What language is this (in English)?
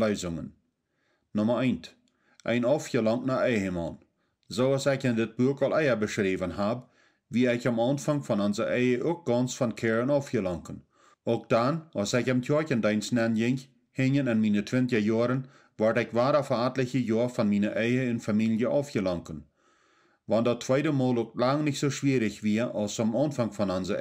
Plautdietsch